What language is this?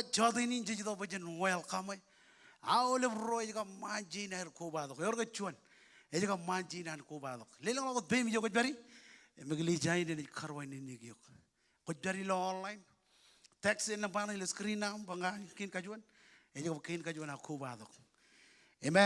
Marshallese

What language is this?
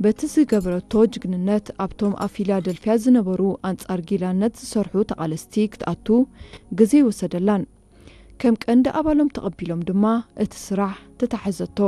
Tigrinya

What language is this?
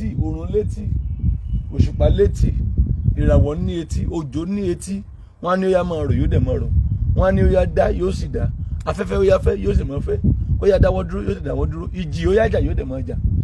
Yoruba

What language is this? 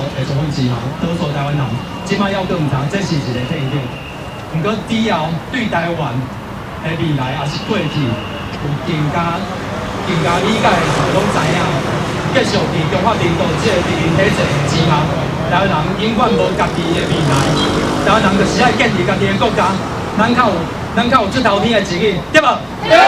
Min Nan Chinese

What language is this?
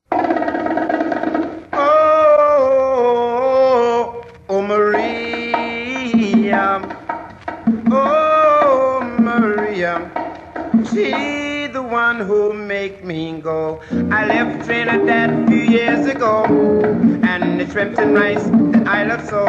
English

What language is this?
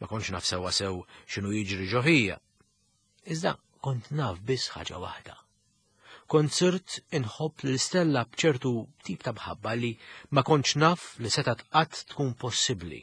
Maltese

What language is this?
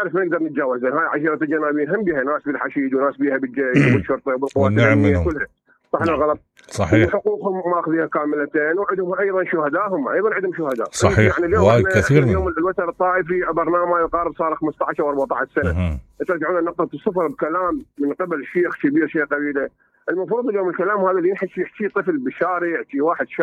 Mesopotamian Arabic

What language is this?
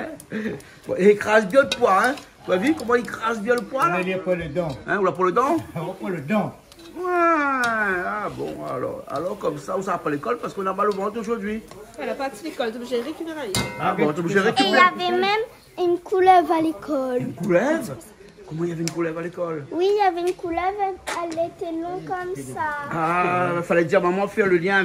Réunion Creole French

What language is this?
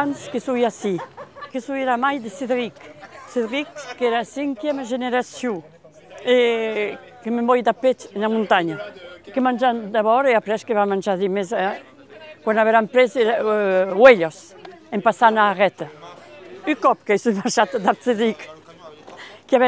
Occitan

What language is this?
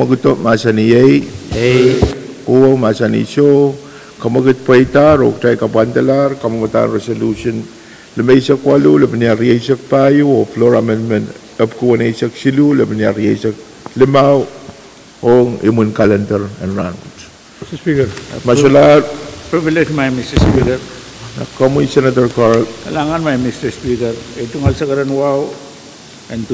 Pohnpeian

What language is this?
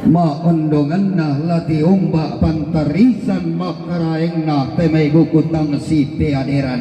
Toraja-Sa'dan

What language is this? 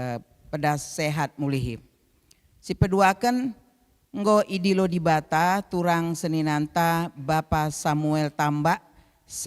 Batak Karo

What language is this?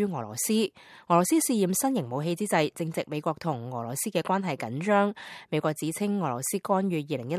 Cantonese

